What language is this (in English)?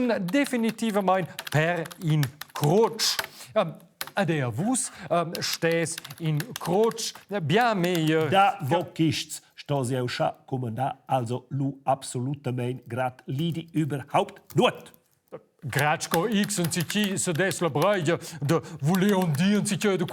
Romansh